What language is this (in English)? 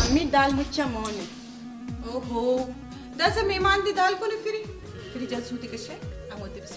Brahui